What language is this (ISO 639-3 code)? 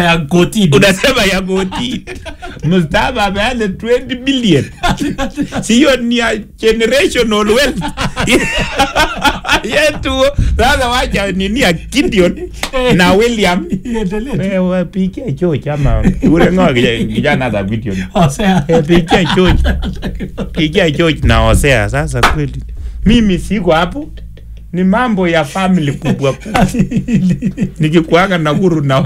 swa